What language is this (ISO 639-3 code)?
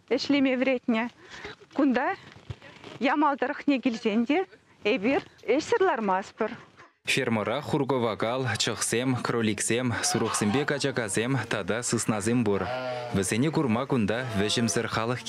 chv